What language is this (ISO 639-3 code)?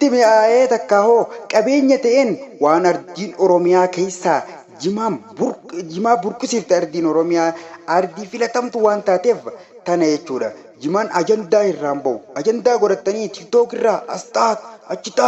orm